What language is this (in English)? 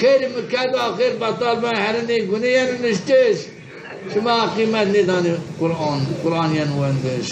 Zaza